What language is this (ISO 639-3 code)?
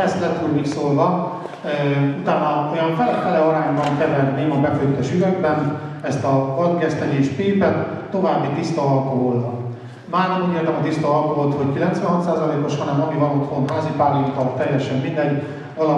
hun